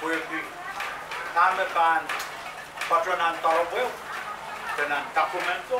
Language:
Pohnpeian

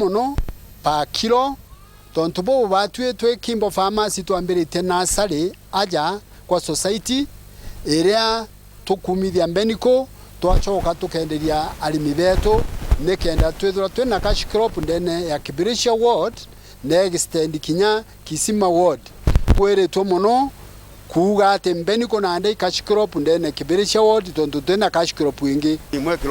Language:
Meru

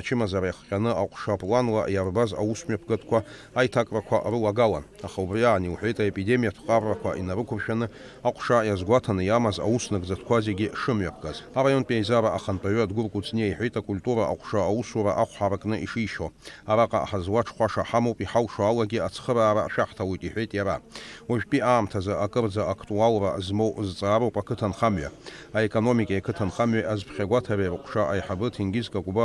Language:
Abkhazian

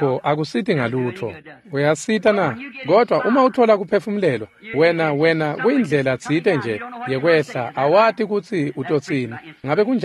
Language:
Swati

